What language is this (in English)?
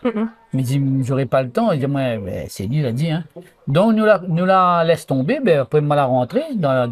Réunion Creole French